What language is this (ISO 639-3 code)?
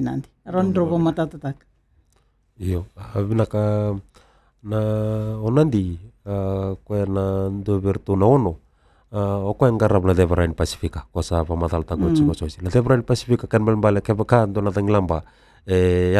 fij